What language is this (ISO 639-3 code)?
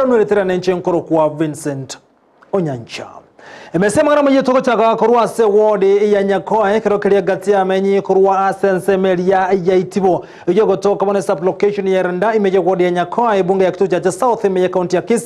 guz